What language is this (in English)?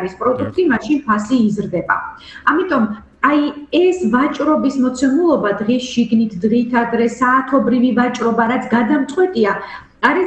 Georgian